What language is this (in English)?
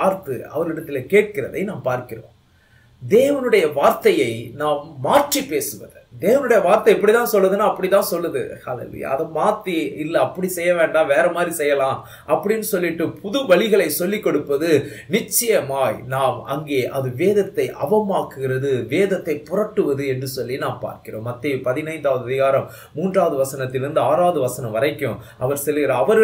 Tamil